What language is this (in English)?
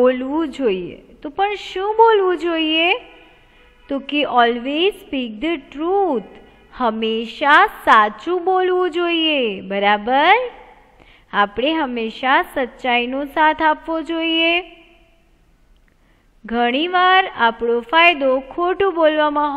Gujarati